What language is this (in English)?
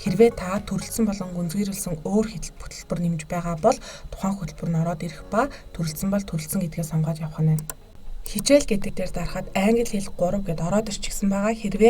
Mongolian